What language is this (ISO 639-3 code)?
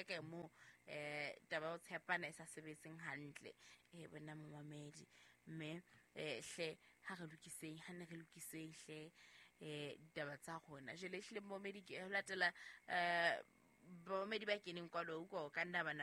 sot